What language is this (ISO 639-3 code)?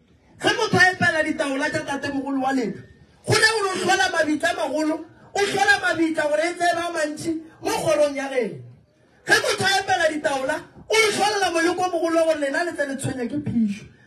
nso